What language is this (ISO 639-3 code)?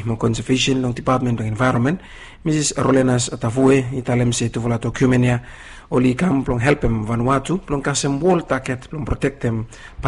bis